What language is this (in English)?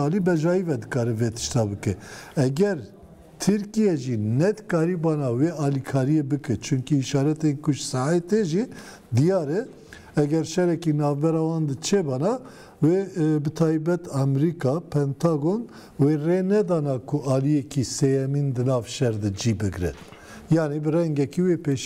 Kurdish